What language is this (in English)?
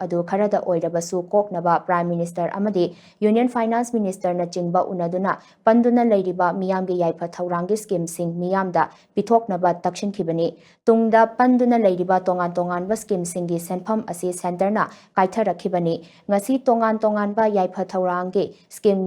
Manipuri